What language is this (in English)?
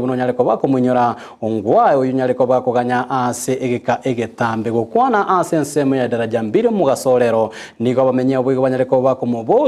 Gusii